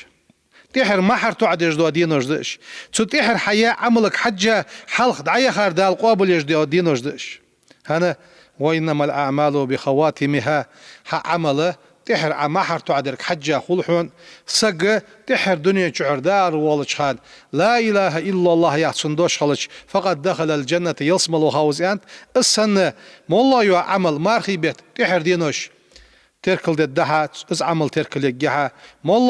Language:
Ingush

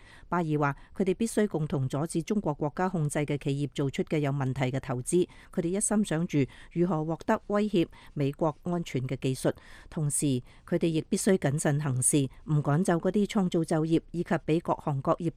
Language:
Cantonese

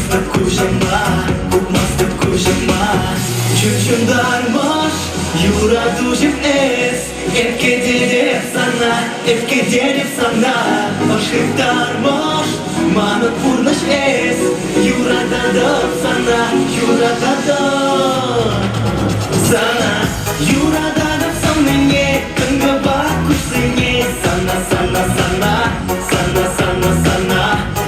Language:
Chuvash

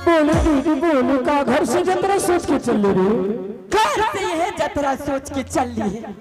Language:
Angika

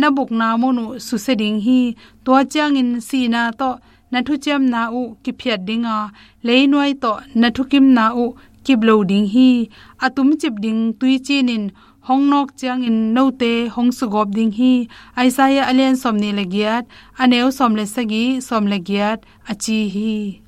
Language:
Tedim Chin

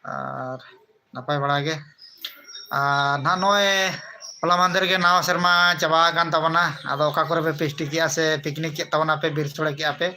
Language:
Santali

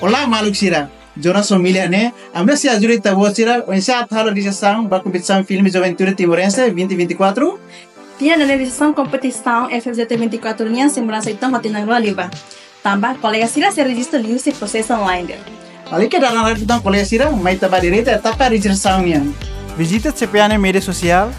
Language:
Tetum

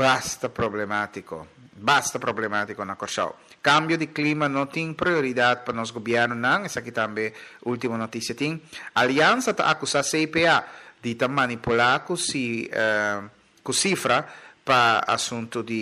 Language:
Papiamento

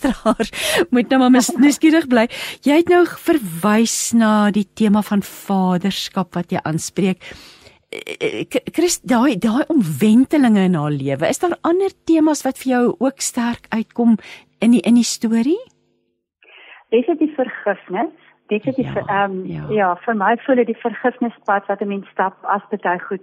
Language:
Afrikaans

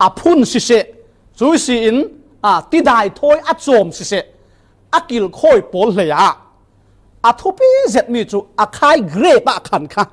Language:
Falam Chin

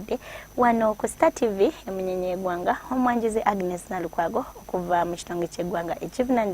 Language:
Ganda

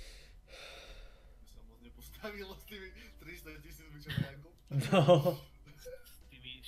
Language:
Slovak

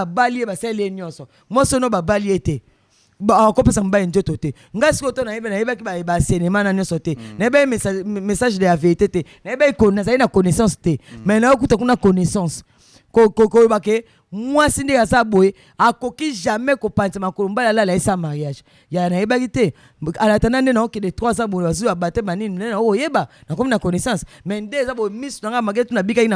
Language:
Lingala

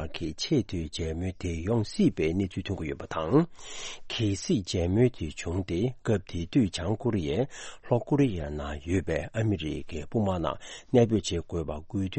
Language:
Tibetan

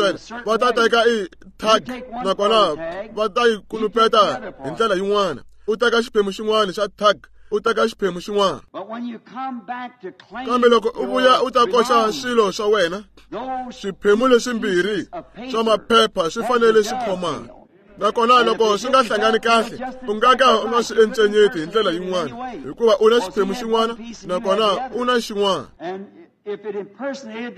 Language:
Tsonga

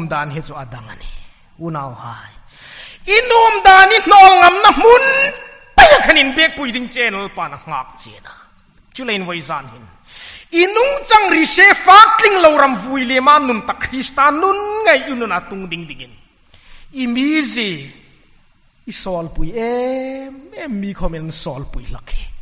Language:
Hmar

